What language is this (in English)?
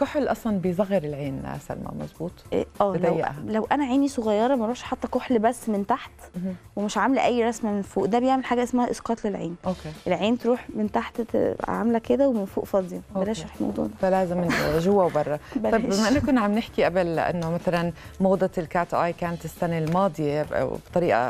Egyptian Arabic